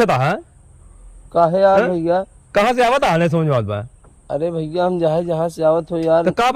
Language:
Awadhi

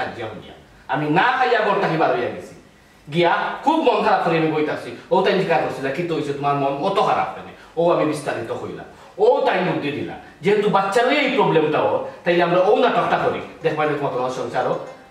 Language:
Sylheti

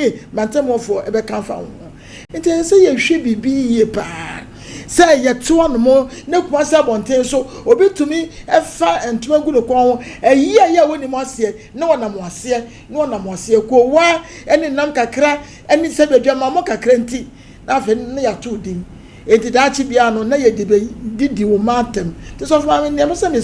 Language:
Akan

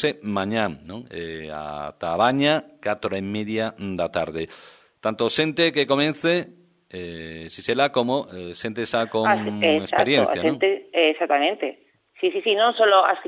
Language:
Galician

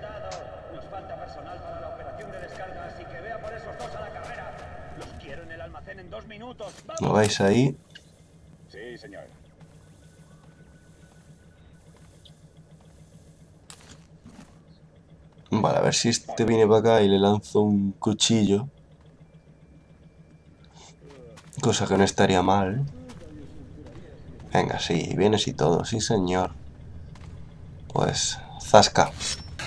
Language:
Spanish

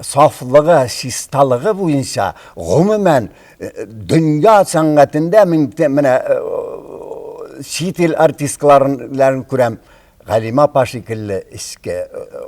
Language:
Tatar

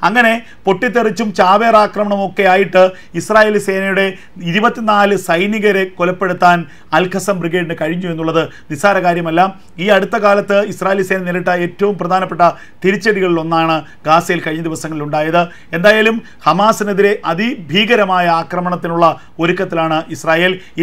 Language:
Malayalam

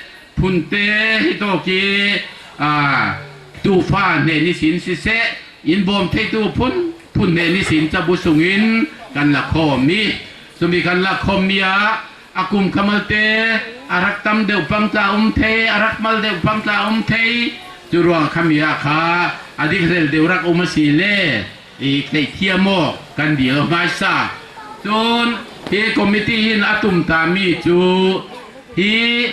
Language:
Falam Chin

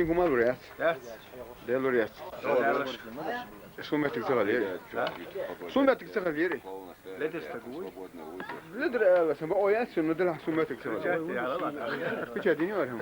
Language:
Chechen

